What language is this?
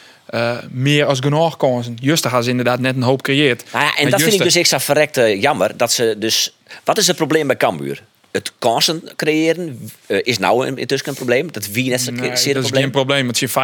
Western Frisian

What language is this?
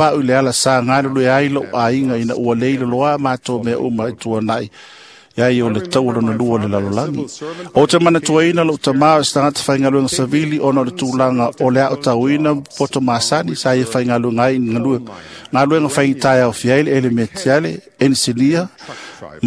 Samoan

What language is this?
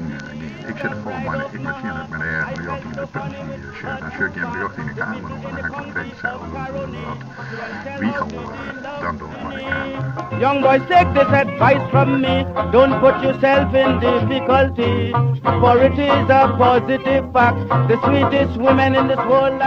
Western Frisian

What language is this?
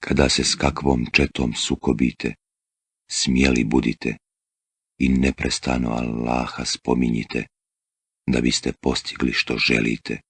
Bosnian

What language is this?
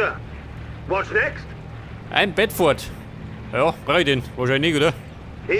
Bavarian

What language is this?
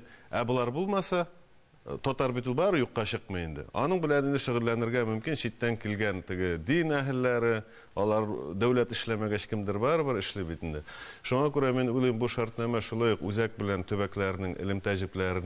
Tatar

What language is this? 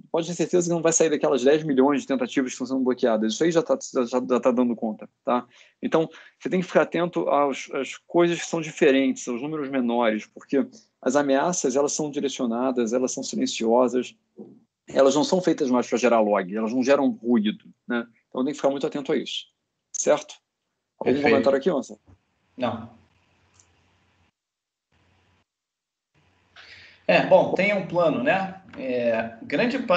Portuguese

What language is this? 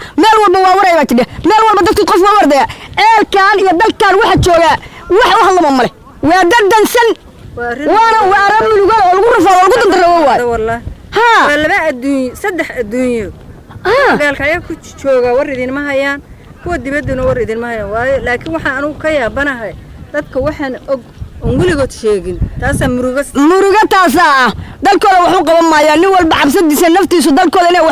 Somali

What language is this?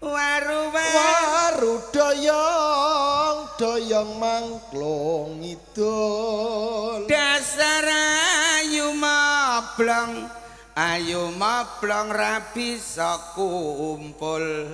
Javanese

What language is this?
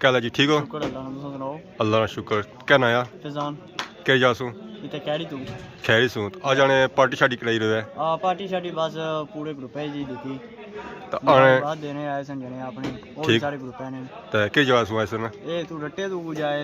Pahari-Potwari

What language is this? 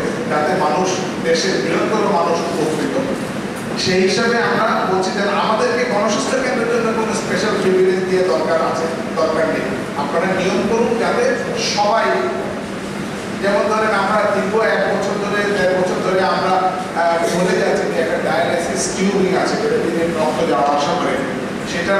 Bangla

